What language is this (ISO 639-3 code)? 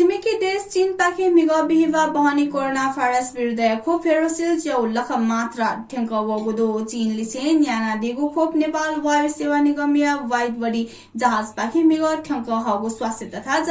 new